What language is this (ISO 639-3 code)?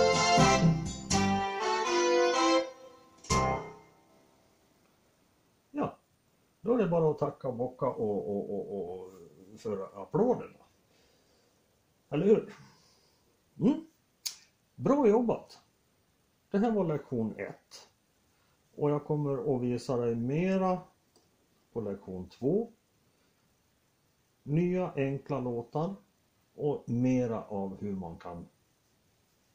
swe